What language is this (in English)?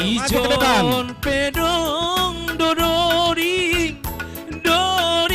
Batak Simalungun